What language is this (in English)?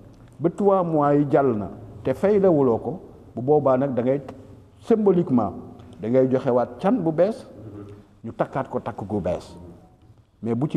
Wolof